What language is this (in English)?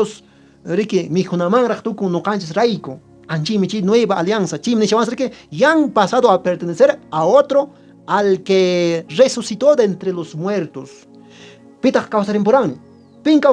Quechua